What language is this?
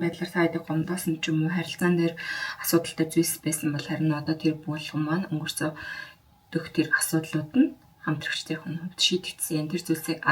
Mongolian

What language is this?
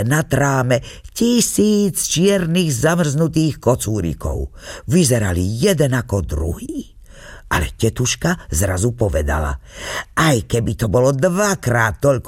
Slovak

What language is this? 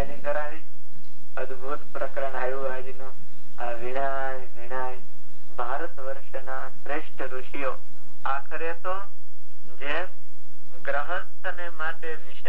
Gujarati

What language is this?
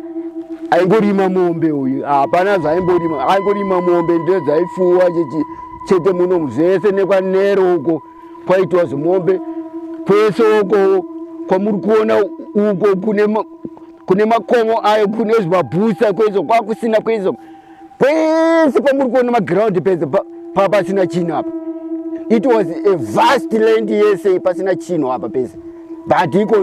Shona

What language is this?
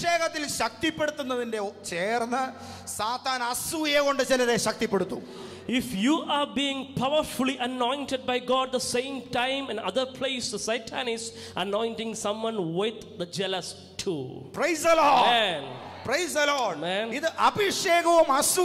Malayalam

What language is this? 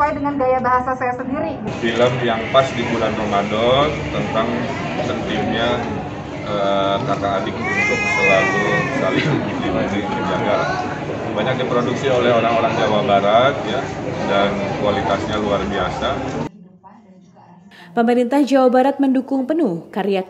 Indonesian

